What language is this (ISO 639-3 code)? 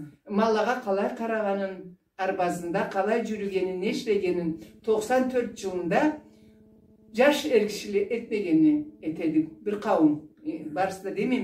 krc